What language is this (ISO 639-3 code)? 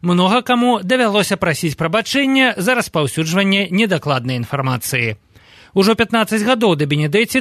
bel